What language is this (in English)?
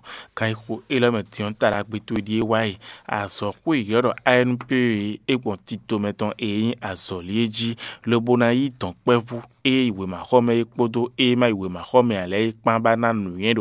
Fon